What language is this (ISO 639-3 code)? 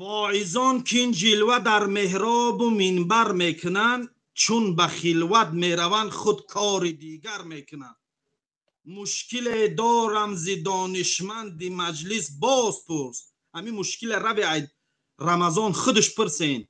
tgk